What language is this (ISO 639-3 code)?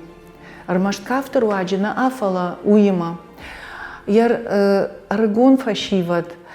oss